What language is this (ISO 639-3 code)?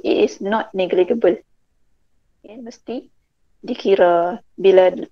msa